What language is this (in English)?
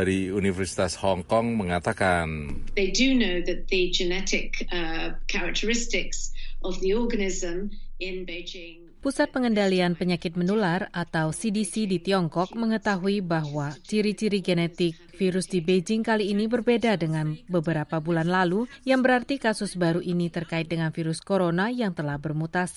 Indonesian